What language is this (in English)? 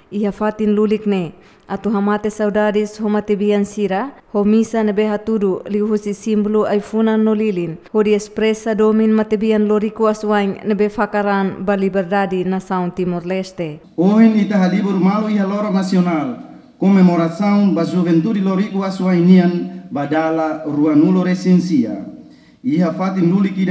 Tetum